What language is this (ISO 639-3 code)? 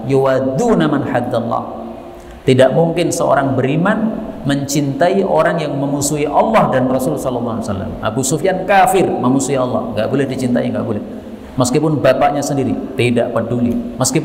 ind